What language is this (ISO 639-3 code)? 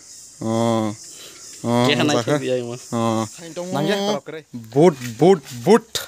trp